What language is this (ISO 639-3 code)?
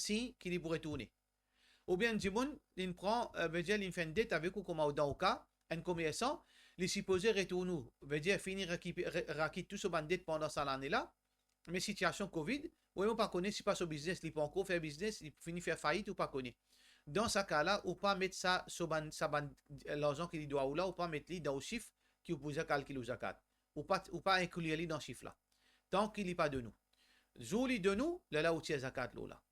mfe